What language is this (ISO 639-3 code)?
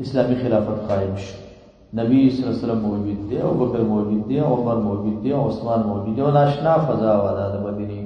pus